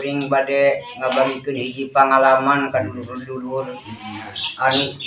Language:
Sundanese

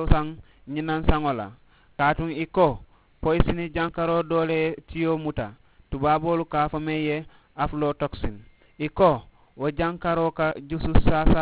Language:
Mandingo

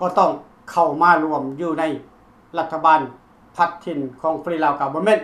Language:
Lao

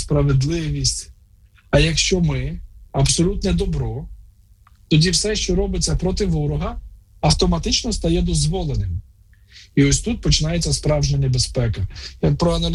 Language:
Ukrainian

